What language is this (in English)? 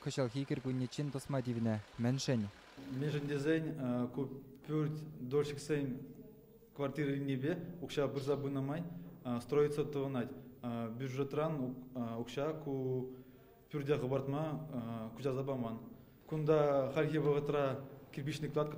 Chuvash